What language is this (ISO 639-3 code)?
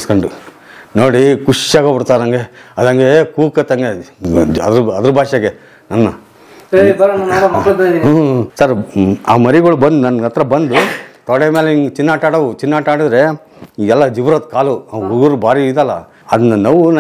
kan